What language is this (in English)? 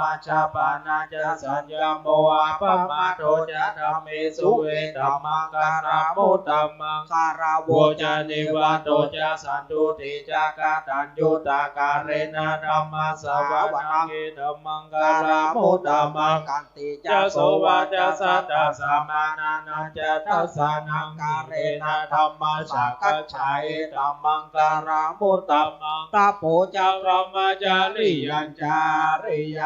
Pali